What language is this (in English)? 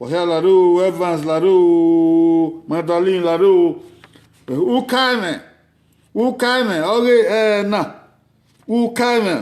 Bini